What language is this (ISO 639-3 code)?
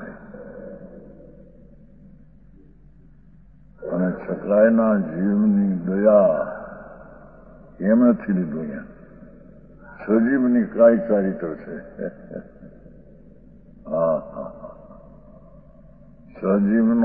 guj